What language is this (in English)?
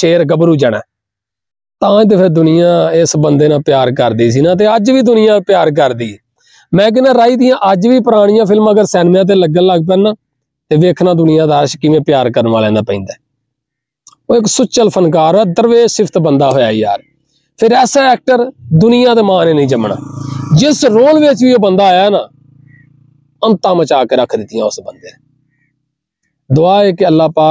Punjabi